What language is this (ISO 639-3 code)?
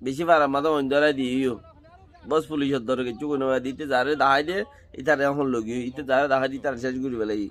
rhg